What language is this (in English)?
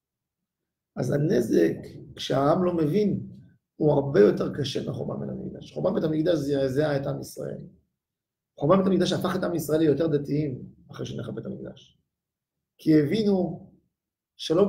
Hebrew